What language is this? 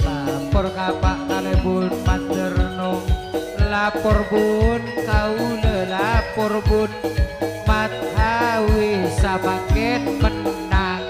Madurese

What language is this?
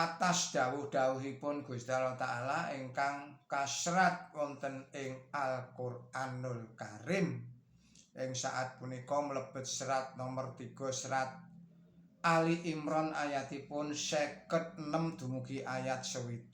Javanese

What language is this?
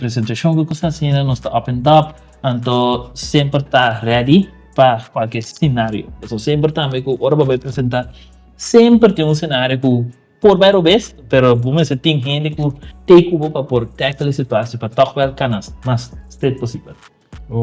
Papiamento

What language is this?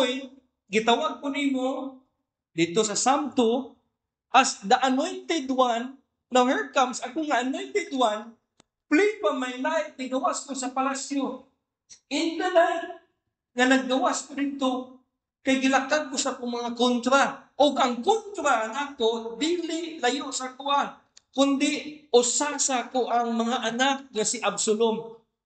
Cebuano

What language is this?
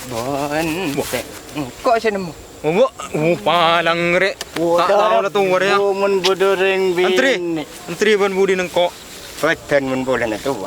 Madurese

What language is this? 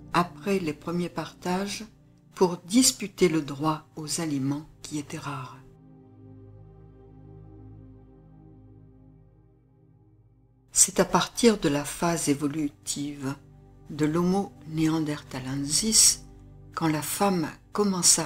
French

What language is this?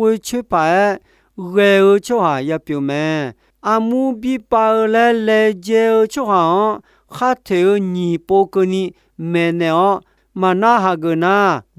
Akha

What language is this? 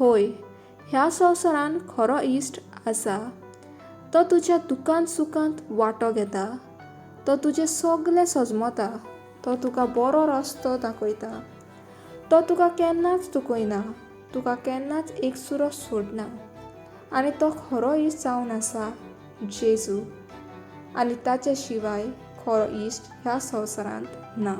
Konkani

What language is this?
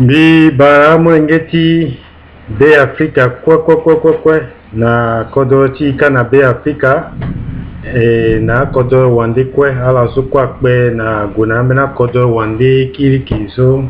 Sango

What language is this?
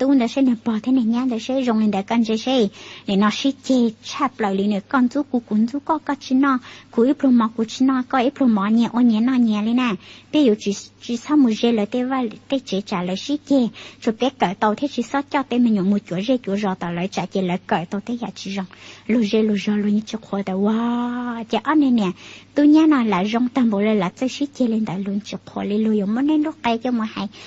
Hmong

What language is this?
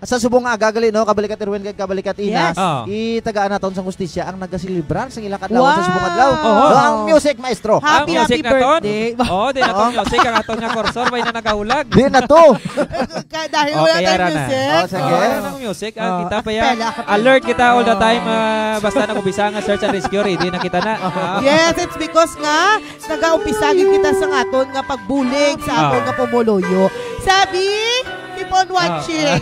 Hiligaynon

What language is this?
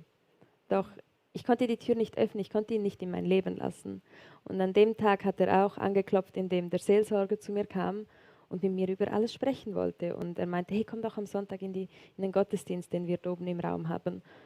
Swiss German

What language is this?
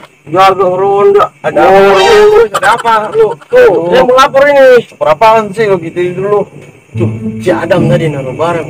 Betawi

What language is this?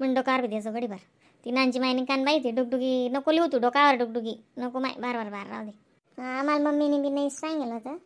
Khandesi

